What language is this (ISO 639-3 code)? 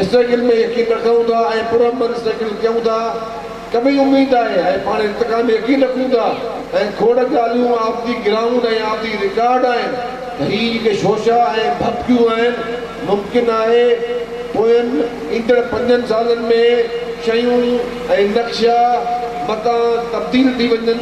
snd